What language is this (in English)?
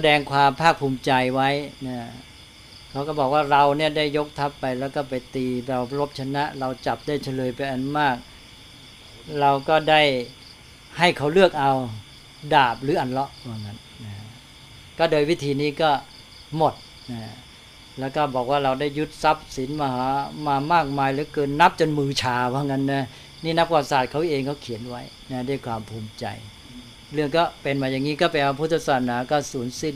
Thai